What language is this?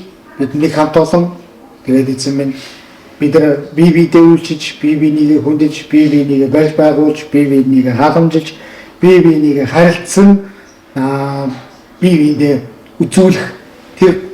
Mongolian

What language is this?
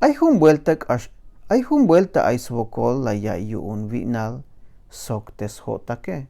Tzeltal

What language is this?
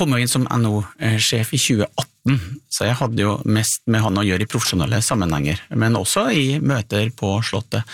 Norwegian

